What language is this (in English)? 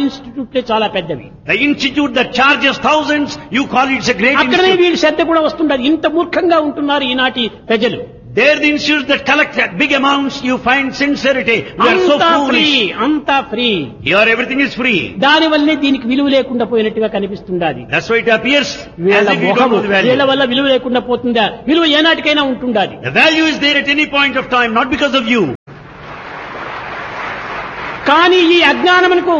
Telugu